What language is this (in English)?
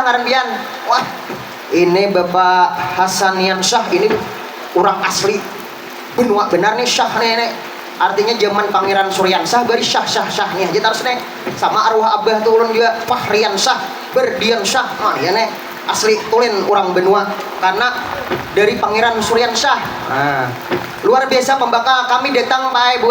Banjar